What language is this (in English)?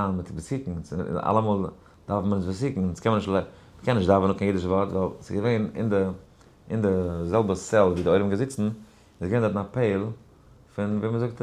Yiddish